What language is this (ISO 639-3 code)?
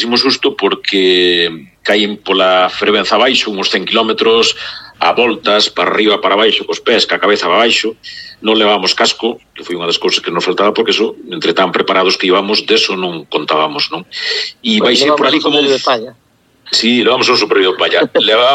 glg